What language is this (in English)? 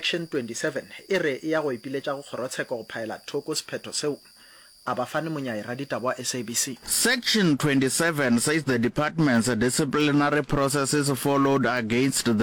Northern Sotho